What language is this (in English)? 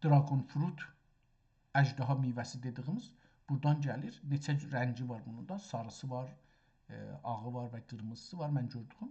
South Azerbaijani